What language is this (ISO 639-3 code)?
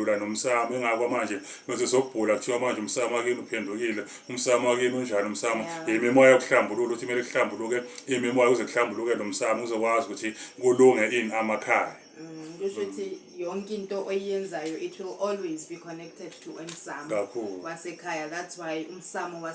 zul